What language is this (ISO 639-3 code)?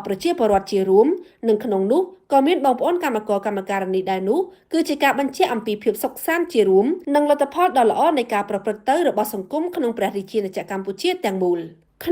khm